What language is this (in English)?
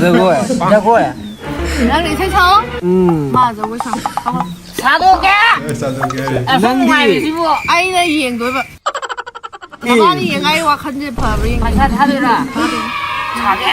Manipuri